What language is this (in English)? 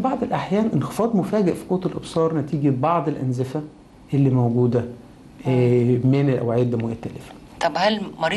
Egyptian Arabic